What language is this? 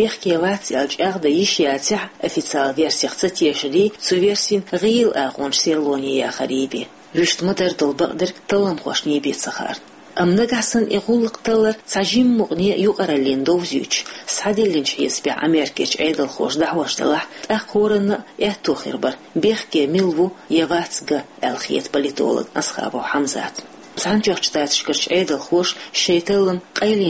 Chechen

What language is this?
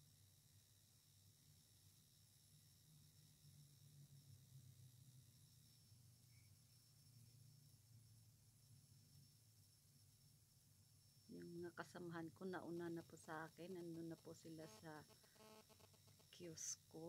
Filipino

